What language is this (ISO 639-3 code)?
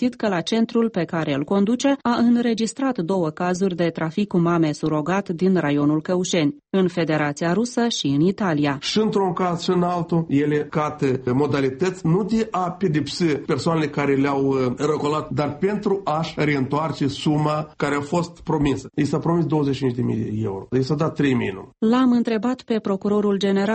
ron